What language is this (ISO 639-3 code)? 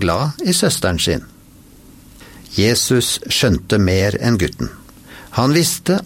nor